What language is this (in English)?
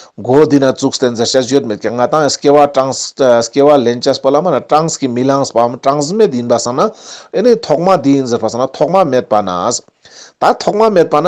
Ladakhi